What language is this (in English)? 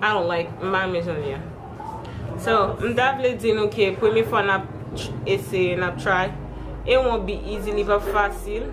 Haitian Creole